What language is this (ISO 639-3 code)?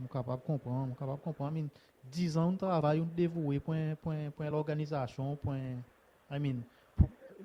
crs